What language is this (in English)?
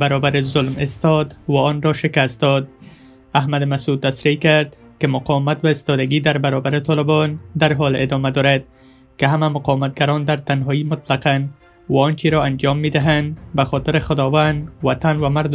Persian